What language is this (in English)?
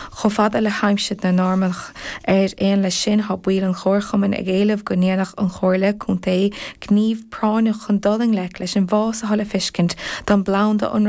Irish